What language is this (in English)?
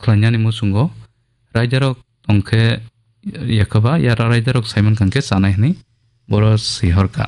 Kok Borok